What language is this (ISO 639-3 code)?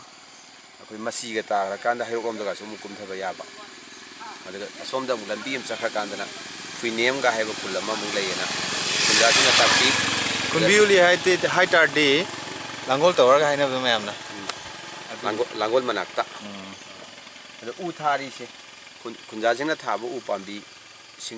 mni